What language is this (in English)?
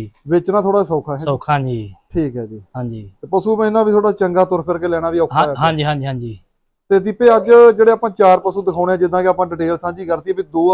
Punjabi